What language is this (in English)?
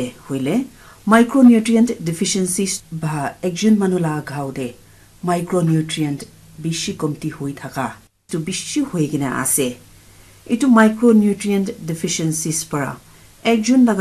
Naga Pidgin